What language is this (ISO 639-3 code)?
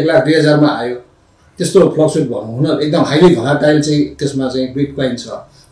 nep